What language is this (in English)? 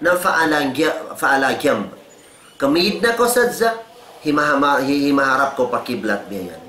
Tausug